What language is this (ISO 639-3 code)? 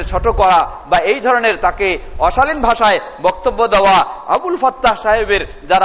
ben